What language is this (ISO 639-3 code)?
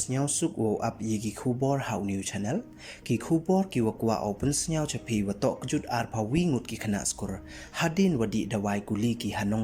pbv